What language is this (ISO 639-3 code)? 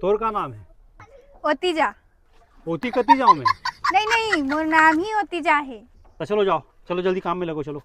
hne